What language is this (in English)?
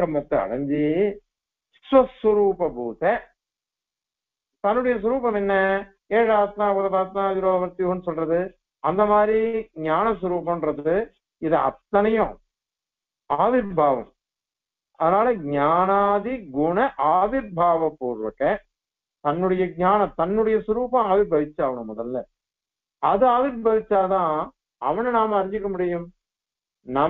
Tamil